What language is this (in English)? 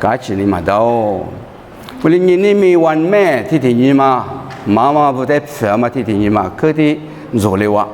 Lisu